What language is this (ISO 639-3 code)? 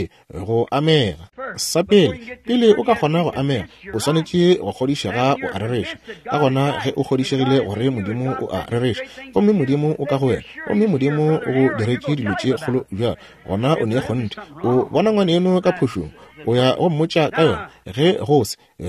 nso